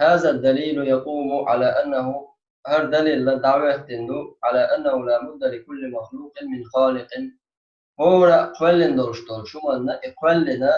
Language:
Chechen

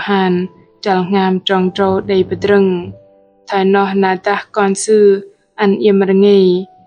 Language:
Bahnar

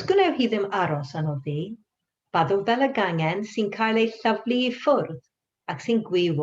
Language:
Welsh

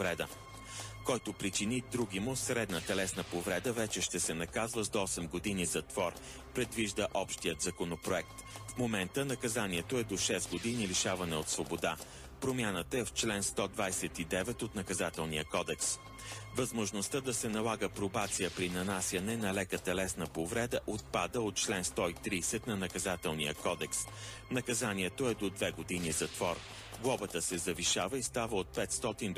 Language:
Bulgarian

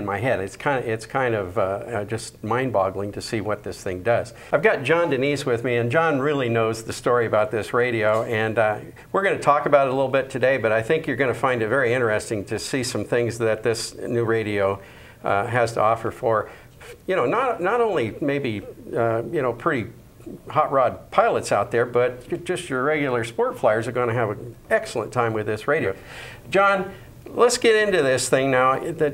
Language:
English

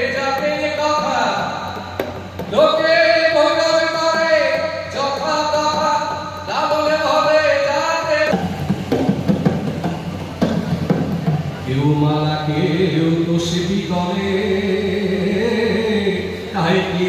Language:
Bangla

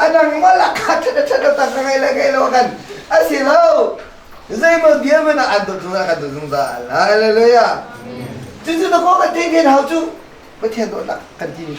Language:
Hakha Chin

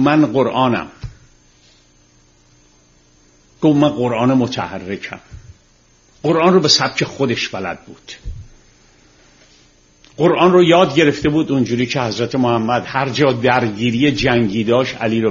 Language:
Persian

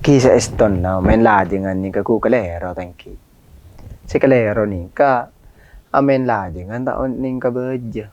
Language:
Madurese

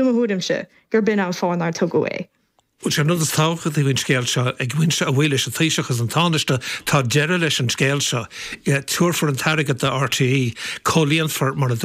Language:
Irish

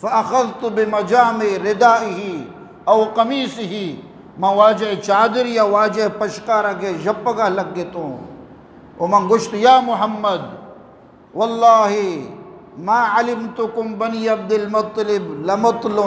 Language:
Eastern Balochi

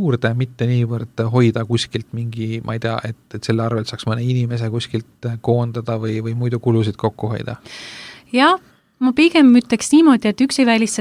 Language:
Estonian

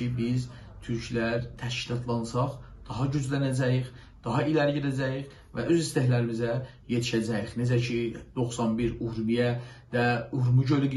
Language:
South Azerbaijani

